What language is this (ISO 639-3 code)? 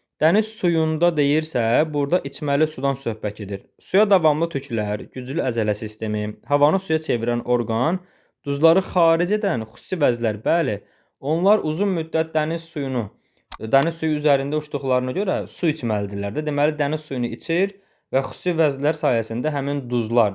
aze